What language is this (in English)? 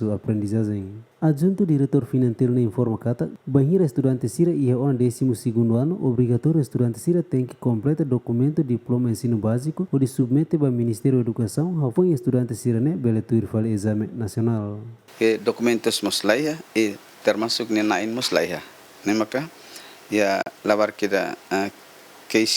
Tetum